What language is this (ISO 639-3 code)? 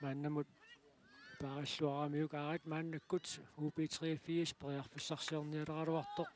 kal